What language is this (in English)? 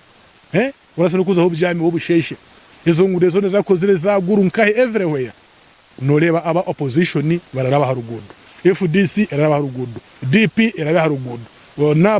Nyankole